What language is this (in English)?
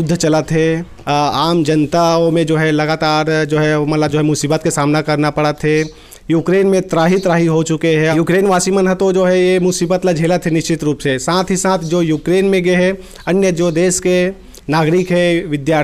Chhattisgarhi